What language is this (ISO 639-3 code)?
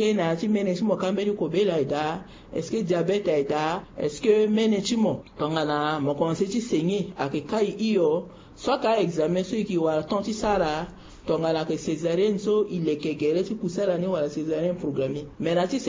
sag